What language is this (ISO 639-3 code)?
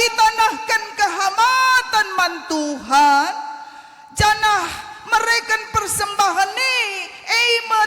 btx